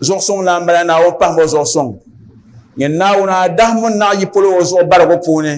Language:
Dagbani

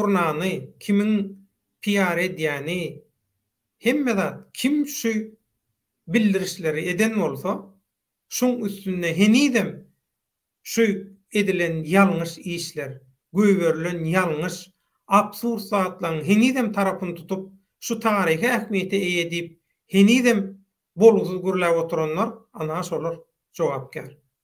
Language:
Turkmen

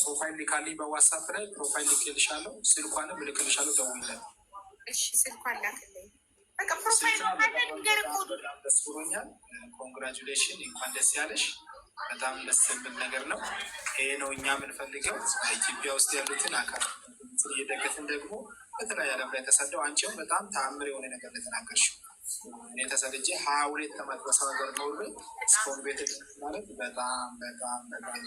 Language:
Amharic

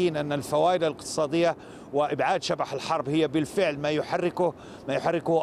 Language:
Arabic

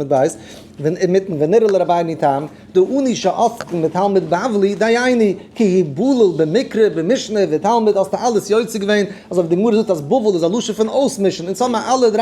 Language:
Yiddish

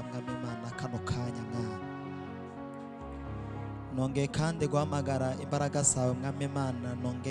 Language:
Kinyarwanda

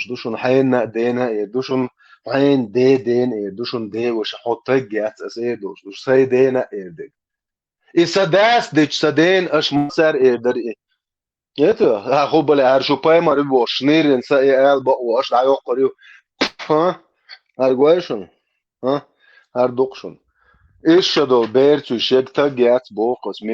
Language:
Chechen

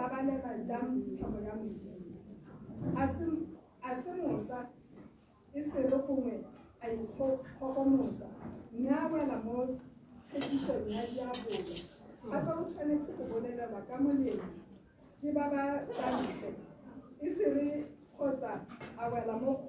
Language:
Tswana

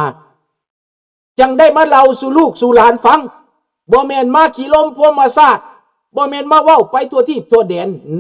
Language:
Lao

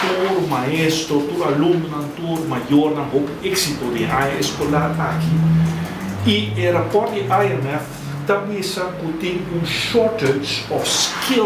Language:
Papiamento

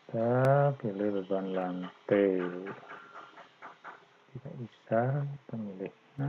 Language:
Indonesian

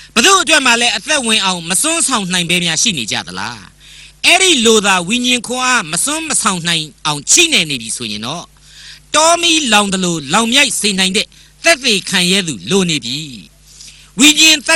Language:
Burmese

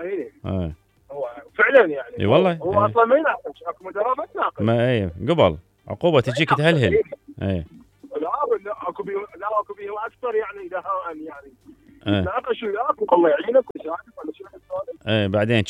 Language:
Mesopotamian Arabic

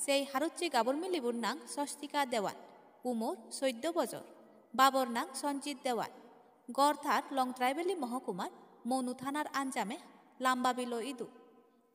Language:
Chakma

